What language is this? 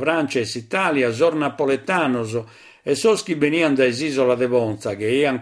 Sardinian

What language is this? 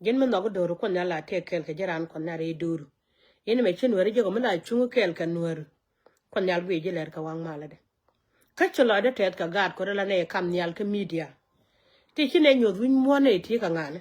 Nuer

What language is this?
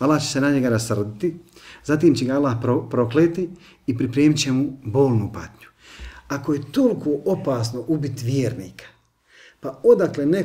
Bosnian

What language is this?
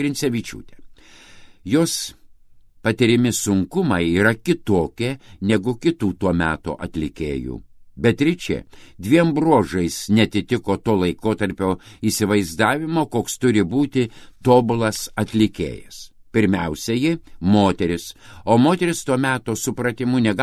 Lithuanian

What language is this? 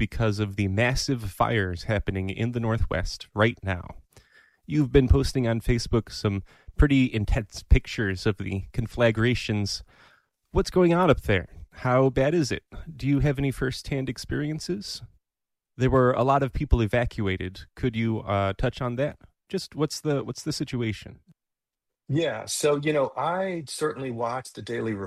English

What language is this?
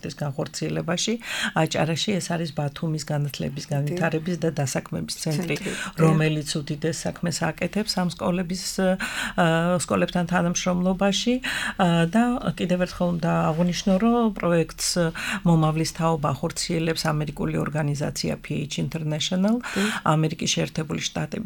Georgian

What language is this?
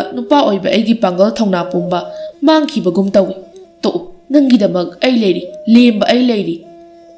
Manipuri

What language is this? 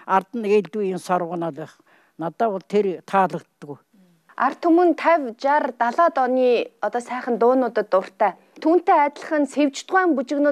Mongolian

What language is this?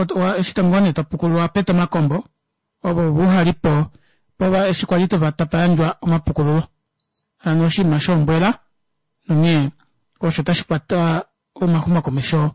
Kuanyama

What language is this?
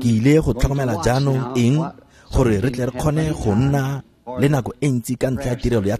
Tswana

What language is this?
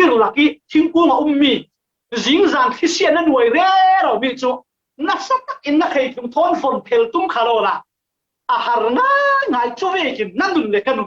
Falam Chin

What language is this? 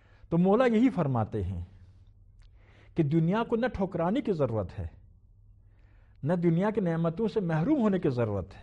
Urdu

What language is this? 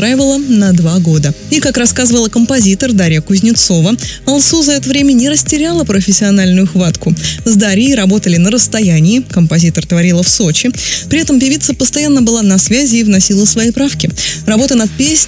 Russian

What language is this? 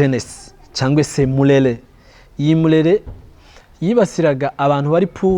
Rundi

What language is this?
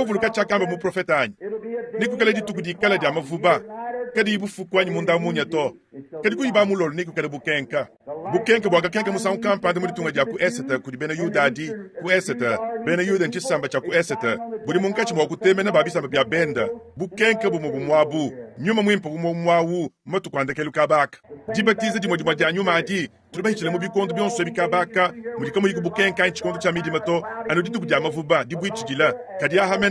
Luba-Lulua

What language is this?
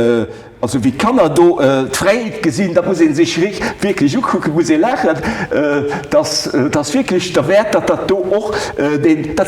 Luxembourgish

